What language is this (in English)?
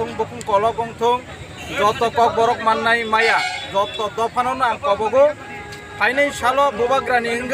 Kok Borok